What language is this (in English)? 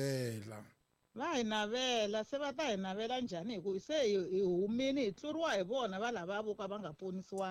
Tsonga